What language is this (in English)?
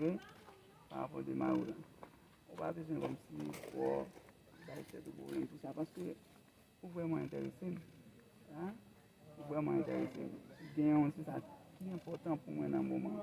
Haitian Creole